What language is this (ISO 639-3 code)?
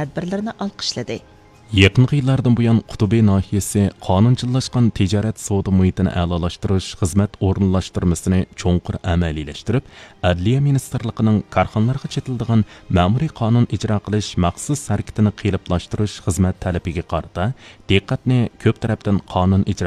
uig